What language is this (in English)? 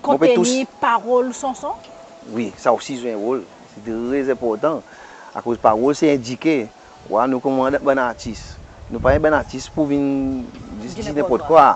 Seselwa Creole French